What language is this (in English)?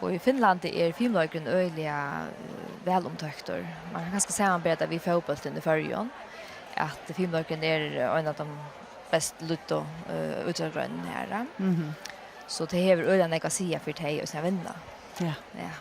Faroese